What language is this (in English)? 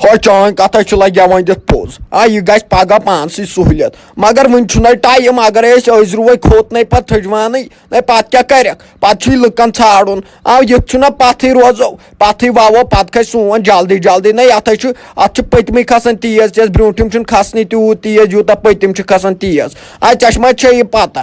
Kashmiri